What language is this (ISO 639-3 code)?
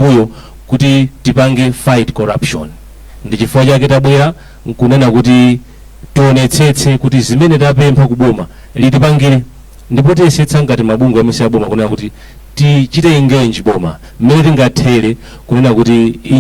nya